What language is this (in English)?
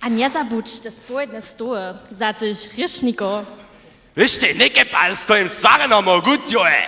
Upper Sorbian